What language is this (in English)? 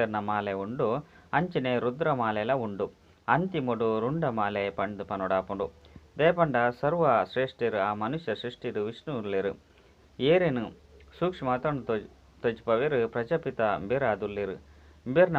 Tulu